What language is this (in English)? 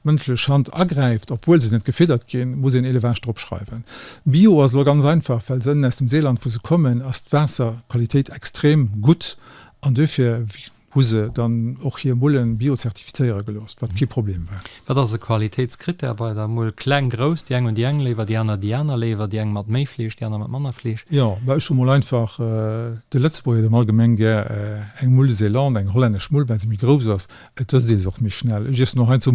Luxembourgish